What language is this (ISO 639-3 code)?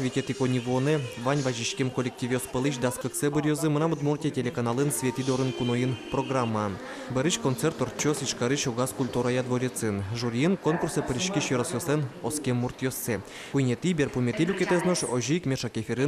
udm